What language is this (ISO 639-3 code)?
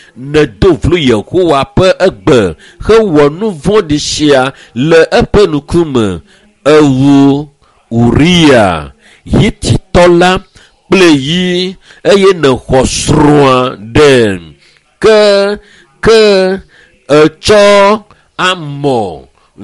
ewe